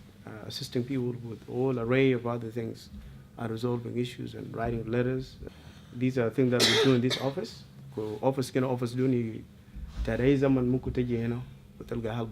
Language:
Dinka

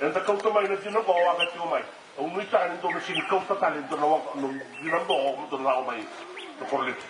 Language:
Fijian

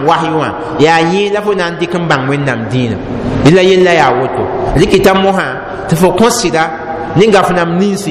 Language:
Mossi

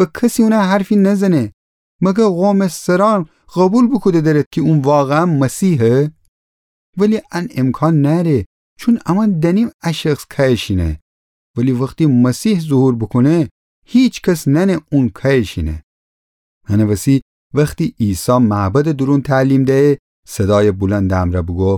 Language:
Gilaki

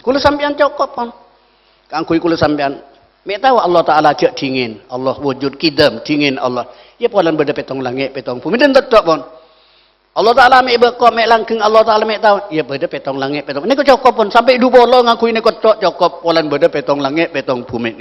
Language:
Madurese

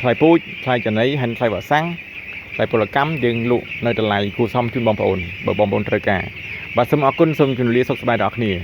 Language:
Khmer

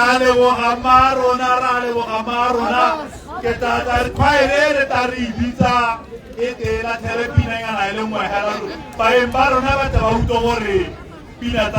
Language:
Tswana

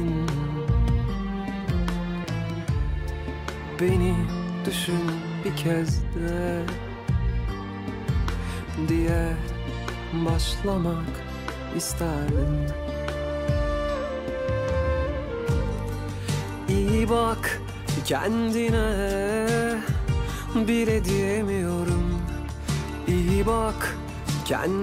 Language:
Turkish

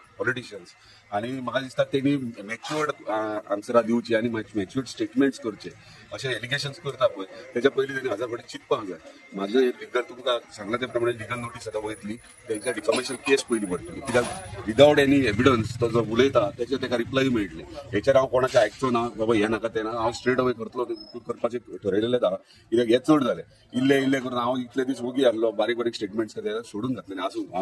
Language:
Konkani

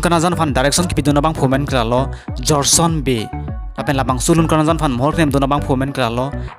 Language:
Karbi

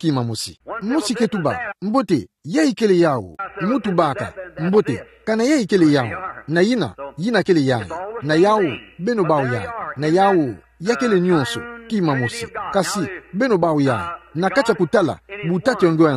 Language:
Kituba (Democratic Republic of Congo)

